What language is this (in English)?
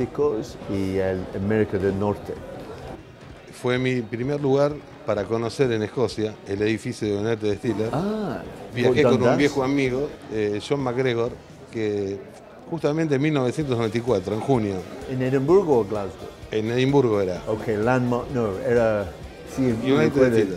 Spanish